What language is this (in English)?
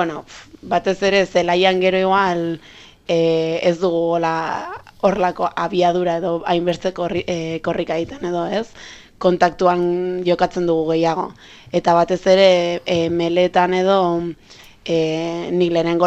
Basque